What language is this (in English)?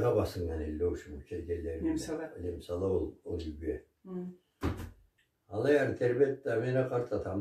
Karachay-Balkar